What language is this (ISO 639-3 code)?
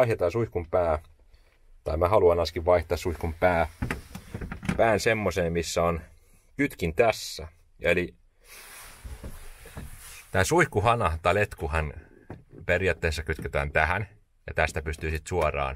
fin